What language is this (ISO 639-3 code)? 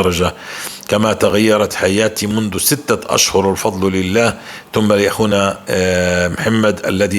apc